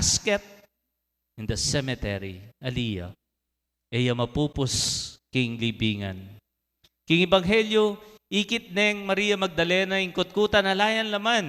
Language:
Pampanga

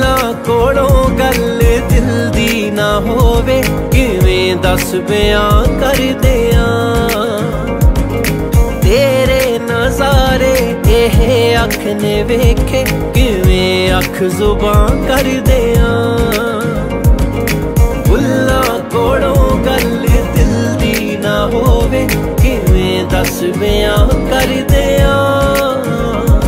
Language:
Punjabi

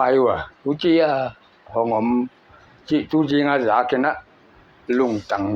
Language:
Paite Chin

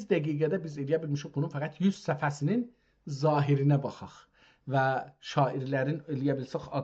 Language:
South Azerbaijani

